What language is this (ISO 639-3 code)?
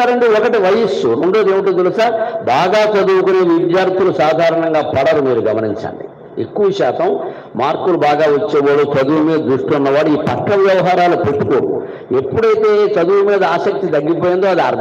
tel